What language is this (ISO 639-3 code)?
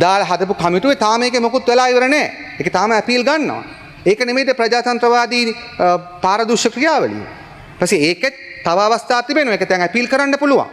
sin